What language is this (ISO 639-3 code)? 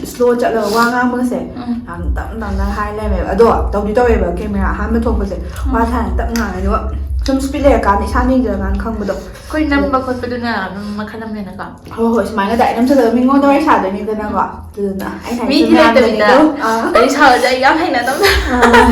mni